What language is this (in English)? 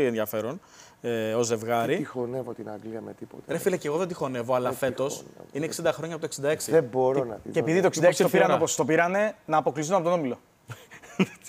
Greek